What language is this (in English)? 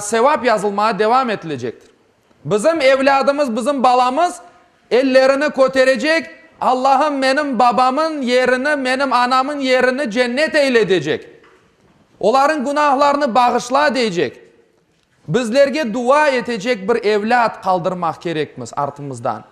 Crimean Tatar